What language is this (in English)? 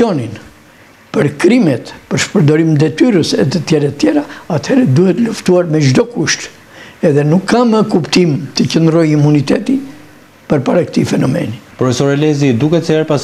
Albanian